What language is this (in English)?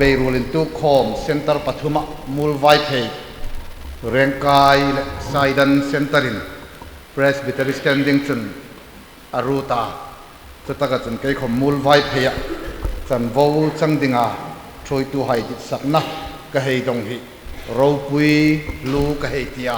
Hmar